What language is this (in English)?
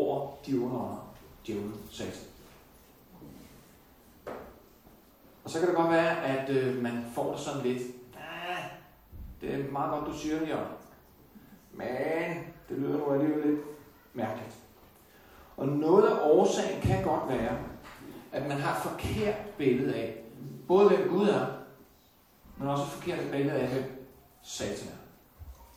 Danish